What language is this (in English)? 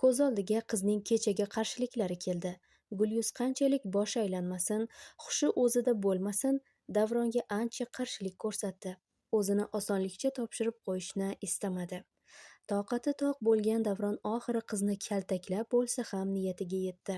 Uzbek